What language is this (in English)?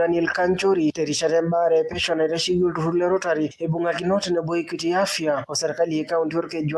Masai